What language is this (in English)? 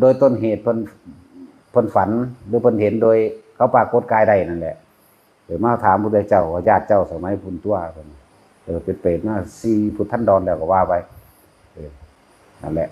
Northeastern Thai